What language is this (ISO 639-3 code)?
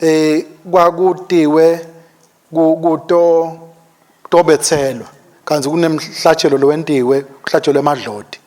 ssw